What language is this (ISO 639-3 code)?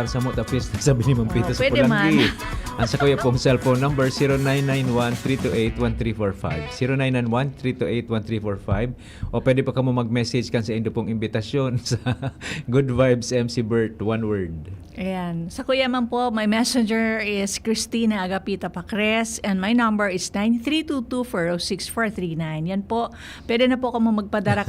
bik